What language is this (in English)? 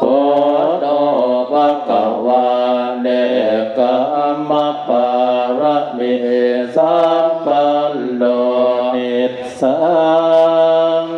Pali